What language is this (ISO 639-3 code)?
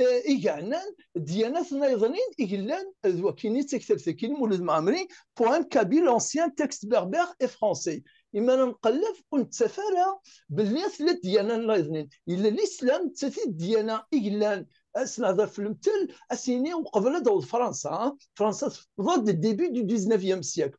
kab